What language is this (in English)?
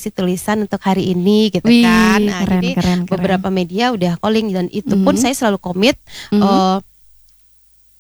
Indonesian